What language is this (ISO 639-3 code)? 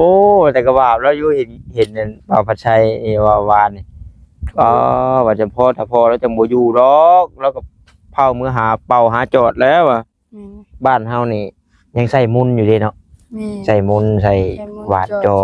tts